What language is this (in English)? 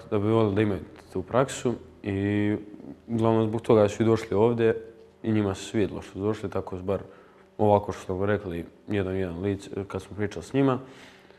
Serbian